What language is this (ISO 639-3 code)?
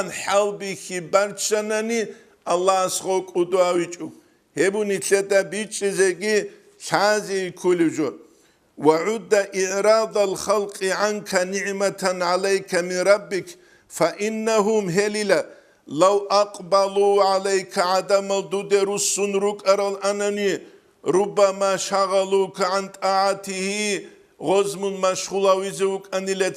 ava